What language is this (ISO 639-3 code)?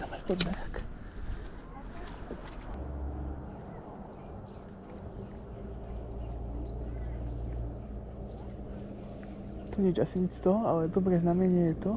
slk